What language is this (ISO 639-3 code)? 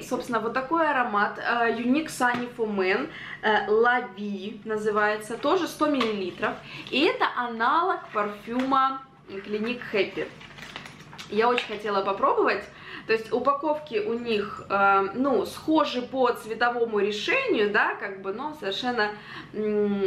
rus